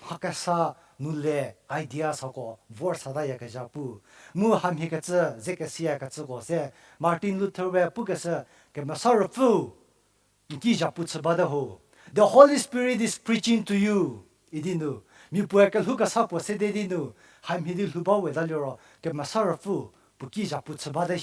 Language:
Angami Naga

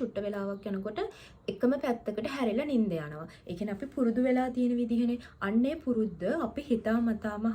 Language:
Sinhala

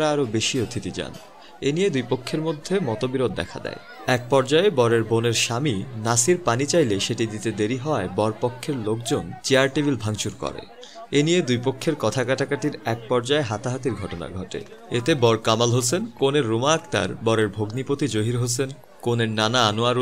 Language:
Bangla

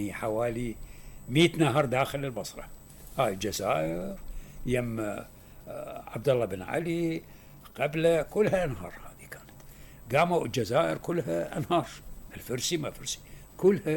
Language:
Mesopotamian Arabic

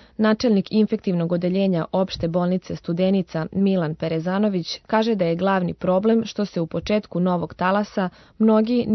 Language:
Serbian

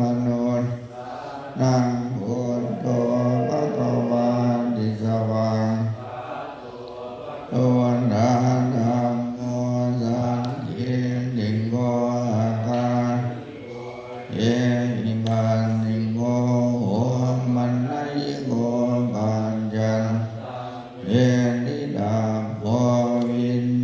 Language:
Pali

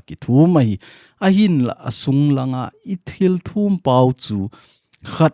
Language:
Thado Chin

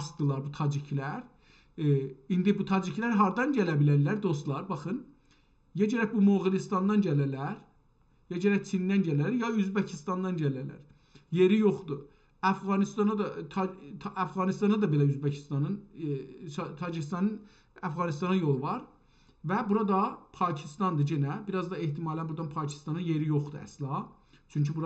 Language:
South Azerbaijani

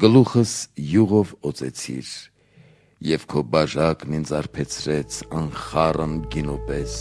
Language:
Armenian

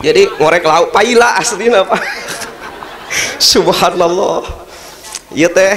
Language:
Sundanese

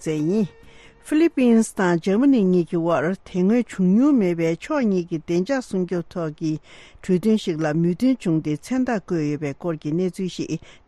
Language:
Tibetan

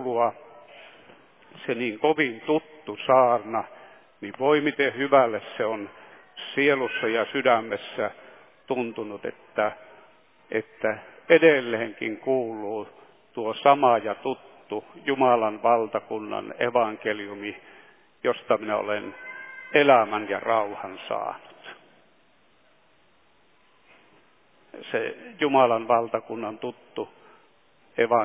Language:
Finnish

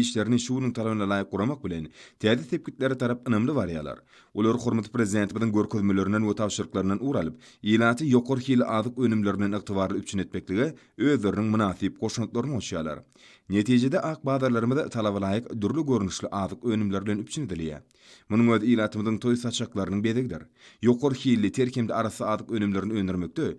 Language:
Turkmen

